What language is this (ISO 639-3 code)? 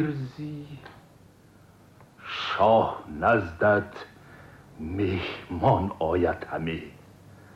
tgk